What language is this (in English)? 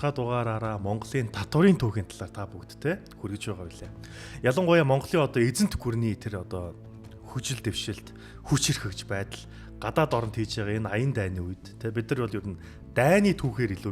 Mongolian